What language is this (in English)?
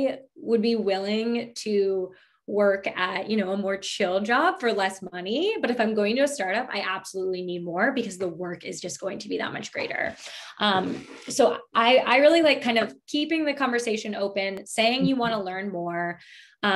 English